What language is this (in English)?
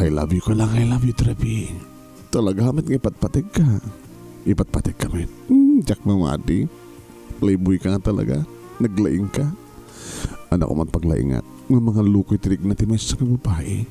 Iloko